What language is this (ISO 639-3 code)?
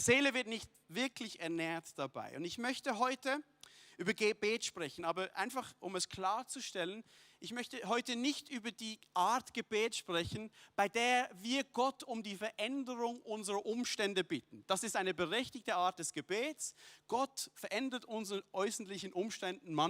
gsw